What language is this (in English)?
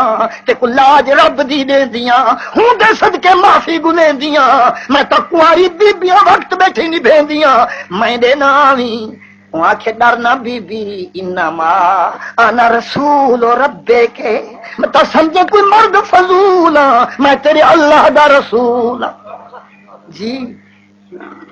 Saraiki